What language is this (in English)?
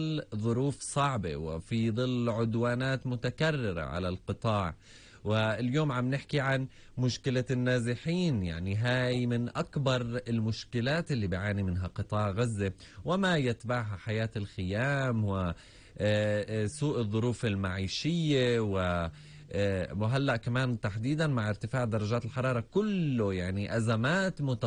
North Levantine Arabic